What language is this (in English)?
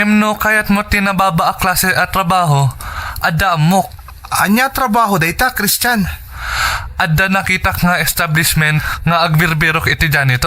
Iloko